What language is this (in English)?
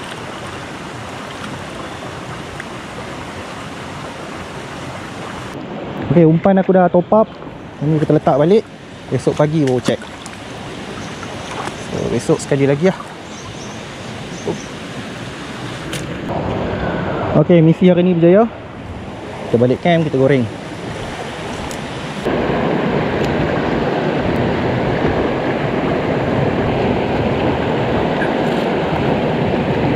Malay